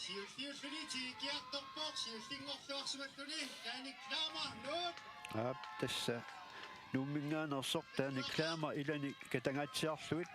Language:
Kalaallisut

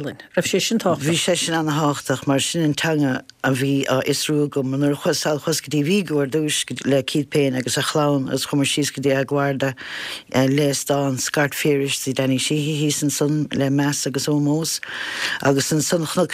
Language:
Irish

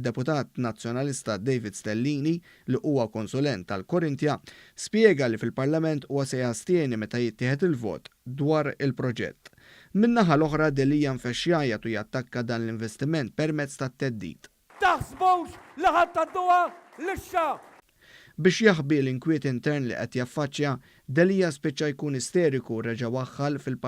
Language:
Maltese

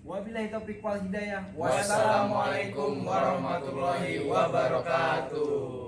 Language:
Betawi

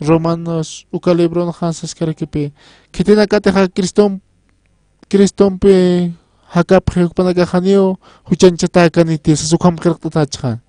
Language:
Aymara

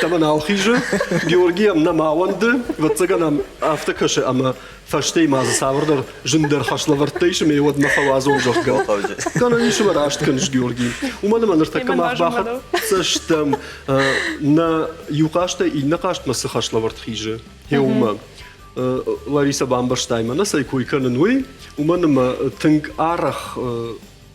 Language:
Ossetic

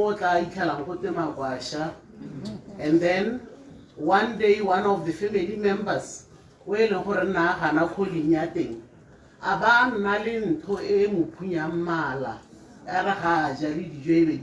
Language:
Tswana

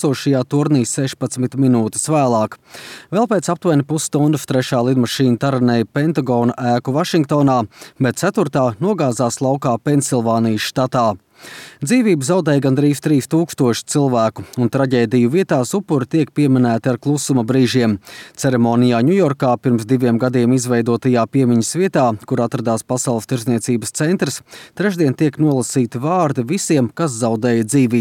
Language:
Latvian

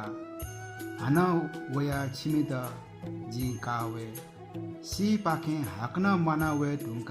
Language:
Newari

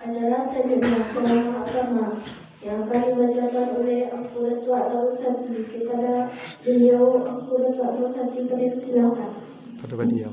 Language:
Minangkabau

